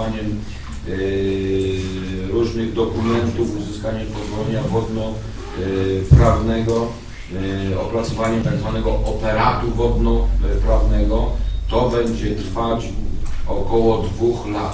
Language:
Polish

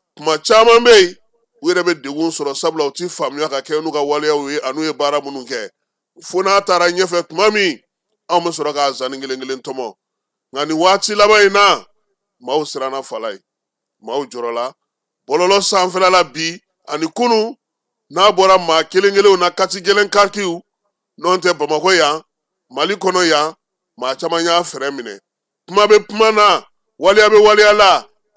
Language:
Bambara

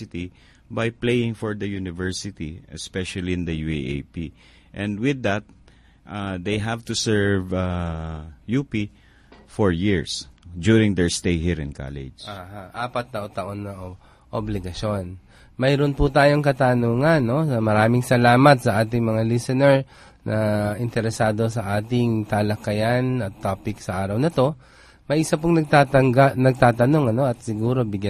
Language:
Filipino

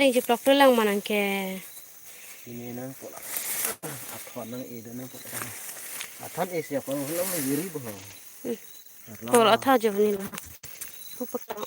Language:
Karbi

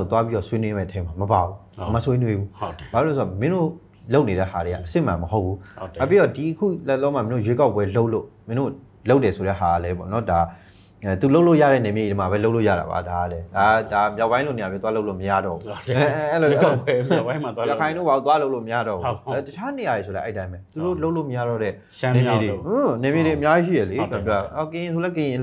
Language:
Burmese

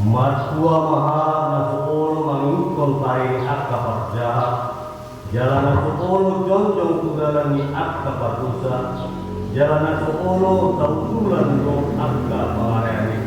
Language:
Batak Toba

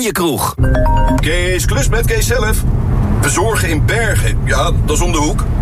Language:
Dutch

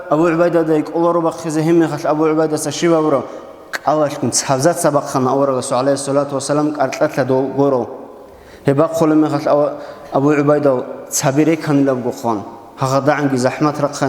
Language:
Avaric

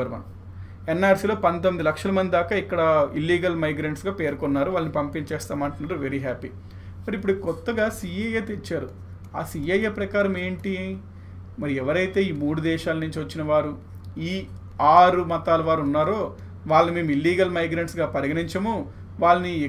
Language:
Telugu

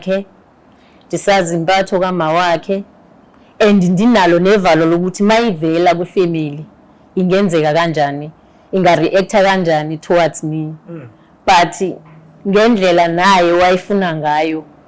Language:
Zulu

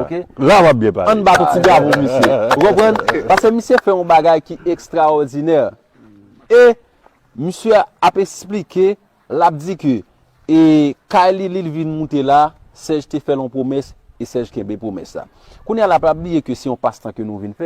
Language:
Haitian Creole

